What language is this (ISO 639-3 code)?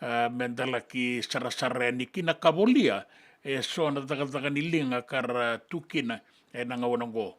fij